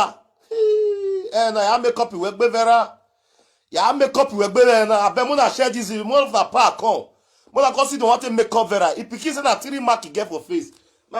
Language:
Nigerian Pidgin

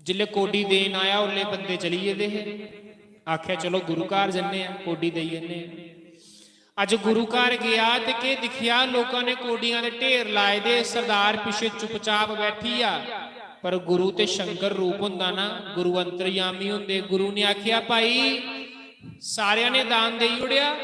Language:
Dogri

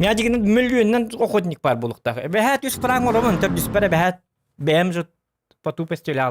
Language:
Yakut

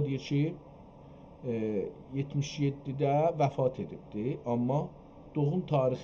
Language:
South Azerbaijani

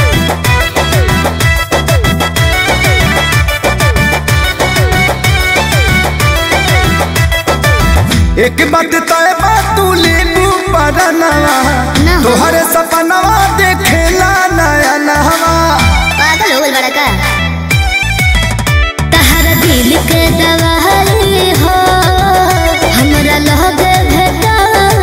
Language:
Bhojpuri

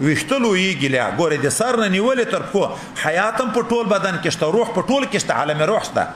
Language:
Pashto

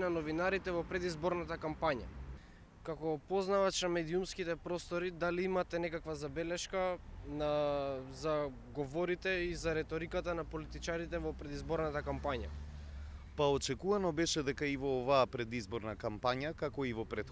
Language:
Macedonian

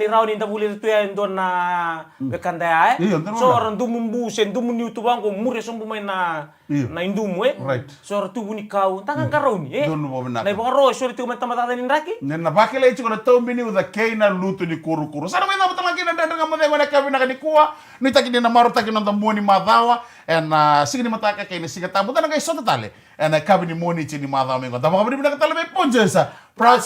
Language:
Fijian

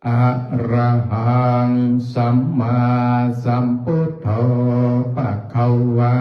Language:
Pali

